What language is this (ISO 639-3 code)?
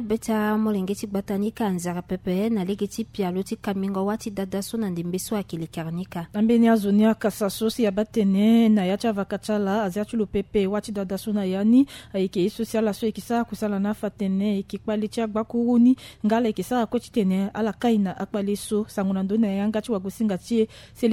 sag